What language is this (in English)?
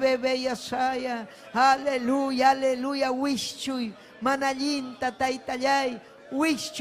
Ayacucho Quechua